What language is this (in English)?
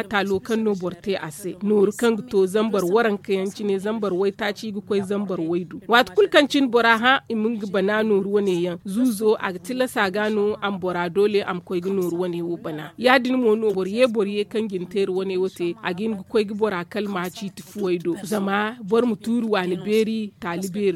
Zarma